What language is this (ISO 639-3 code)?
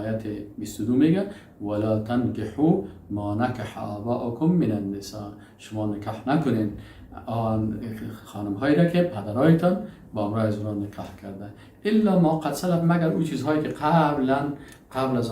fas